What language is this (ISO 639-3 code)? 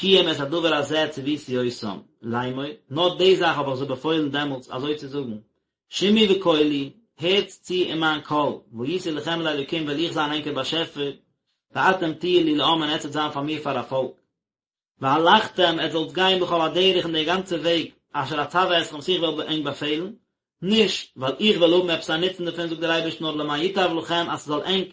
yid